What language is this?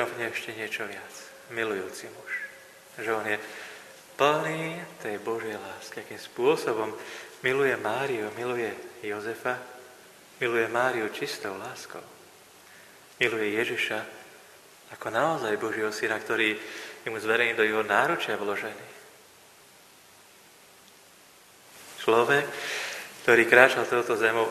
Slovak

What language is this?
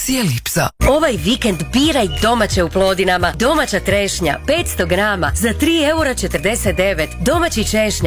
Croatian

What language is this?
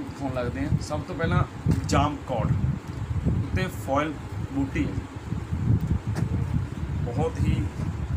Punjabi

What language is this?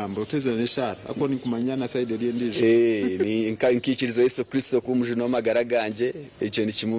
Nyankole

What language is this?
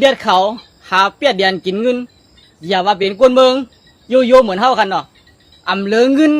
Shan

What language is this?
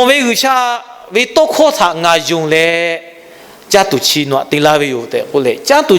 Lahu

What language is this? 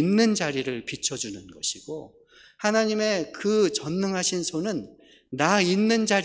Korean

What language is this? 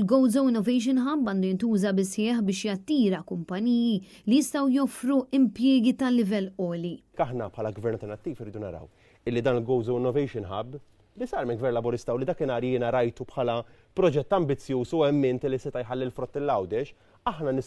Maltese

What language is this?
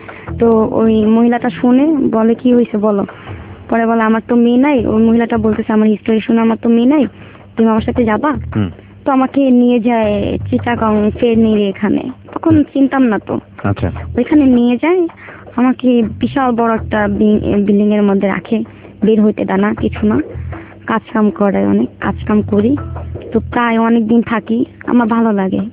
Bangla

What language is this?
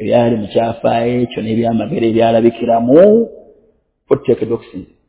Ganda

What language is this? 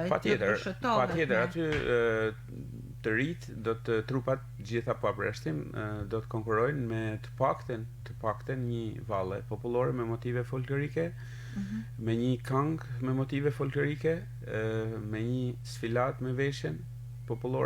Albanian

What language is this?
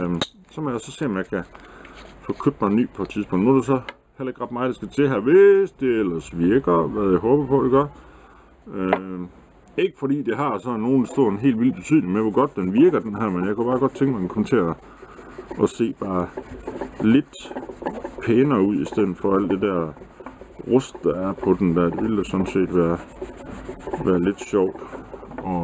Danish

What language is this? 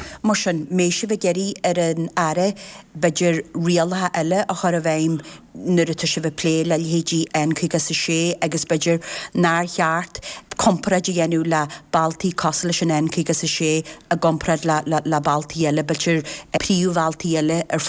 Irish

